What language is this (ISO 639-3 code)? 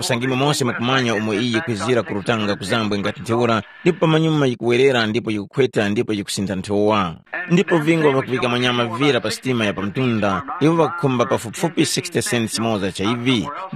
tum